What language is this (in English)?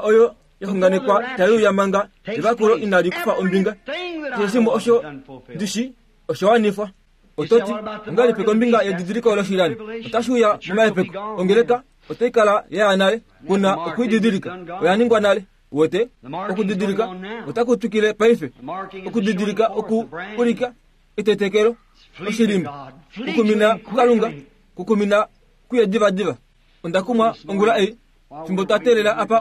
Kuanyama